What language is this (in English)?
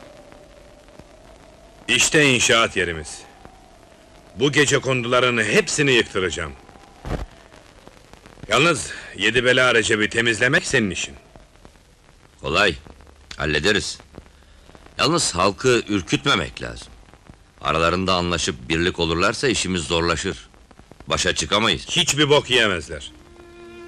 Turkish